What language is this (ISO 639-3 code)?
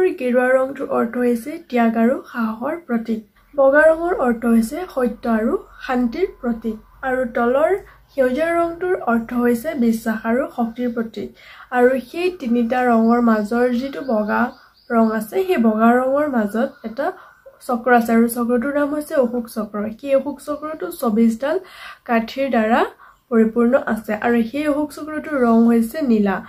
asm